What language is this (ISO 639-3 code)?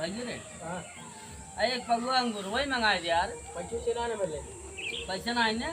awa